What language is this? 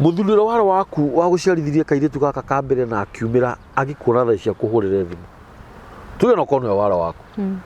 Kikuyu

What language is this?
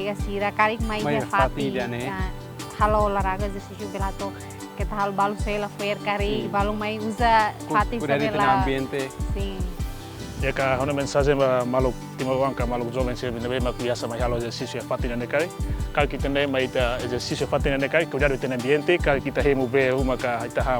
Tetum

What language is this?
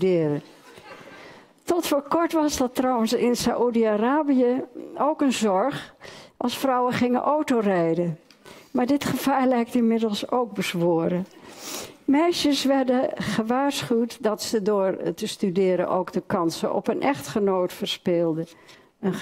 Dutch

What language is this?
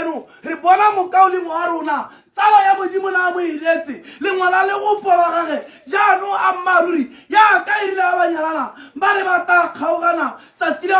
Tswana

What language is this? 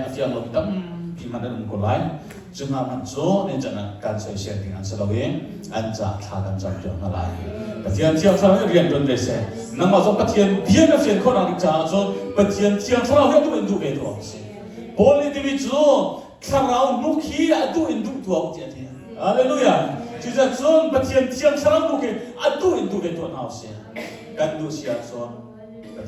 Hakha Chin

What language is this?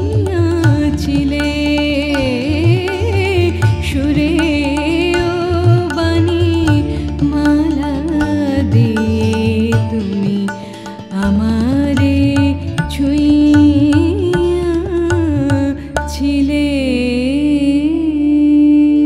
Bangla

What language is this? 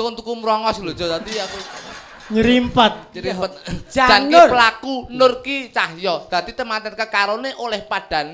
Javanese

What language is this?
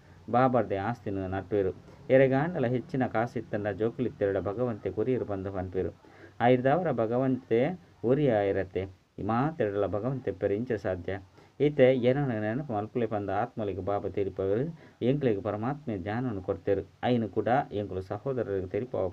Tulu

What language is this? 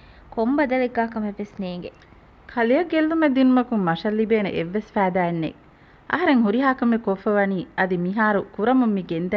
Divehi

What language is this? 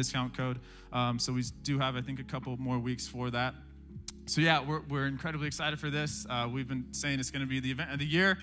English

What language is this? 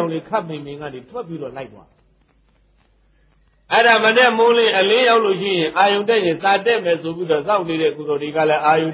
Burmese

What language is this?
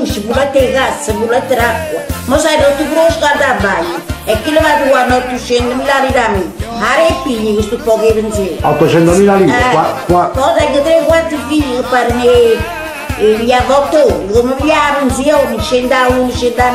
Neapolitan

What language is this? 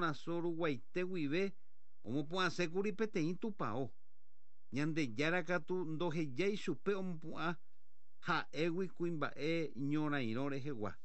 Guarani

